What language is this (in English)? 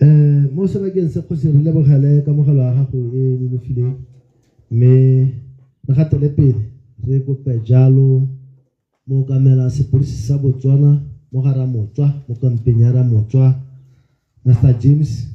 Tswana